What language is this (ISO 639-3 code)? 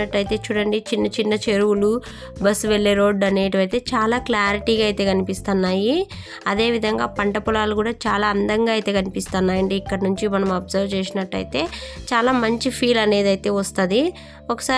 tel